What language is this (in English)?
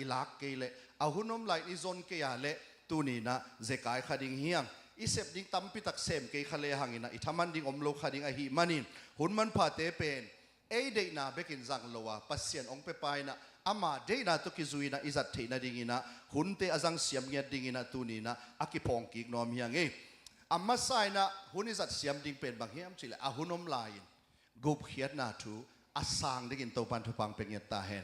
Tedim Chin